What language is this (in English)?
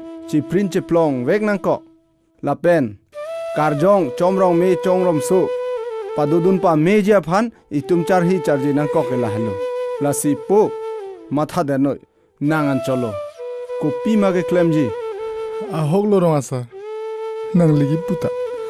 Karbi